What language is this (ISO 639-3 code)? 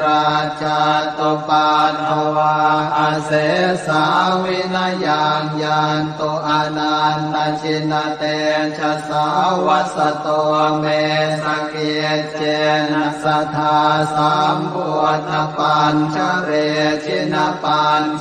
pli